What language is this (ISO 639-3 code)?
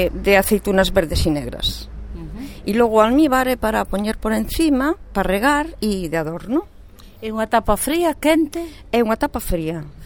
glg